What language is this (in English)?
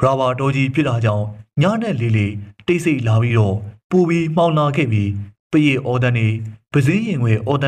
Burmese